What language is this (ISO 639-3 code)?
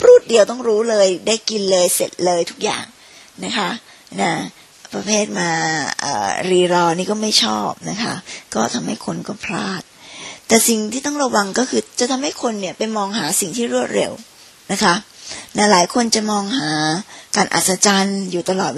tha